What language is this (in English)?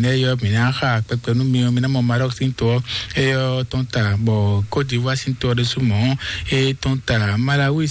Fon